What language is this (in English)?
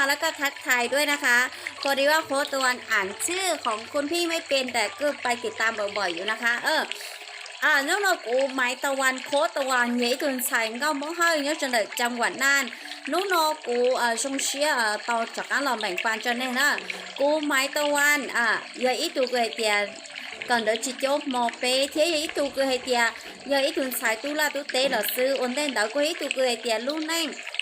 Hmong